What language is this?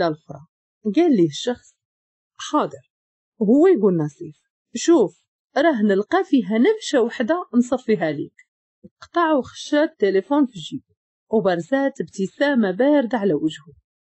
Moroccan Arabic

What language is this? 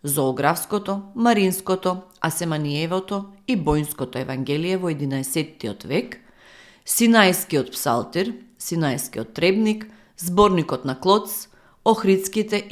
Macedonian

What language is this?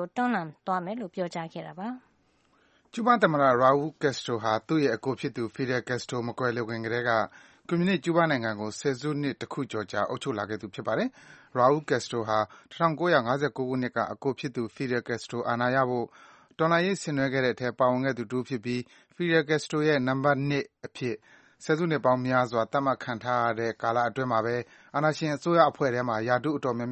Burmese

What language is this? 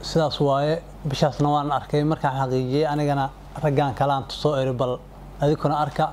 Somali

